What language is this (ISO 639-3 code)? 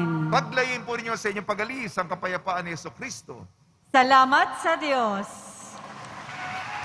fil